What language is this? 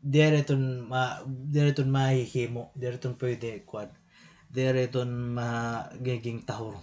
Waray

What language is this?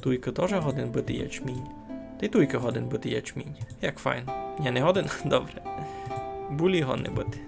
Rusyn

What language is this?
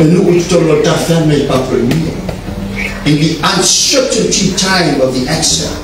Samoan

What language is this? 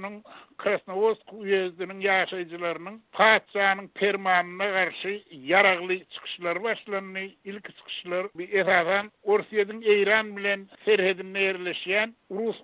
Turkmen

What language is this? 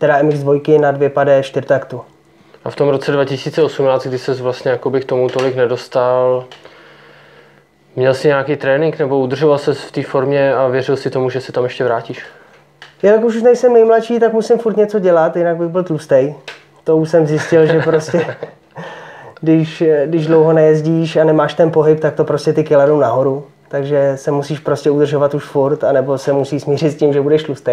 Czech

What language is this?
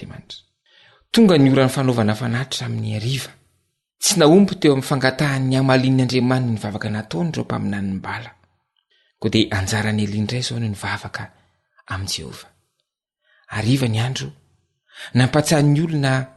Malagasy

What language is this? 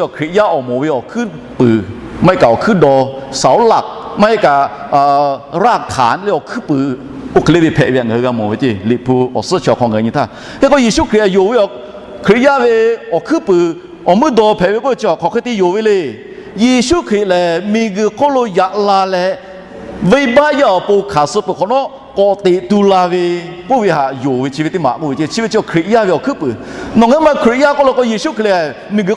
Lahu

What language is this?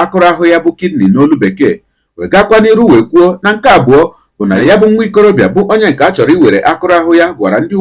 Igbo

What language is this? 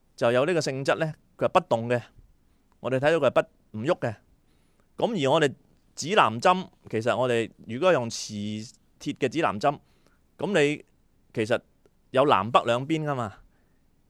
Cantonese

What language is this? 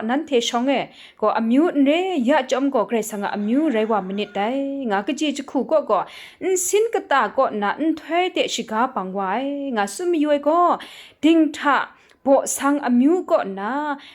Kachin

